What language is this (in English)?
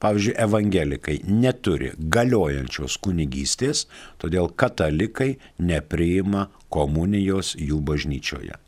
Lithuanian